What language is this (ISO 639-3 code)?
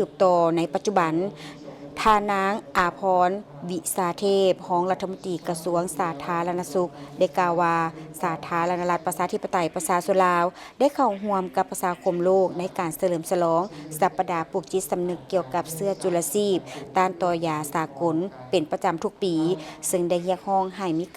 lao